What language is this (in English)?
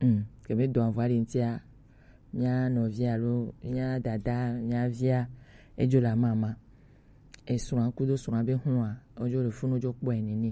Gen